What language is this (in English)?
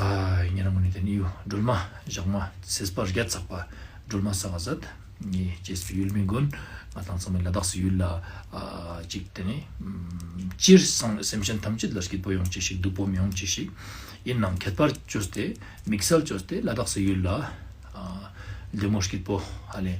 Ladakhi